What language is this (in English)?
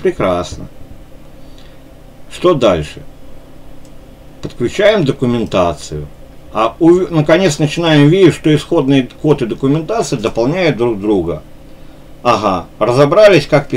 Russian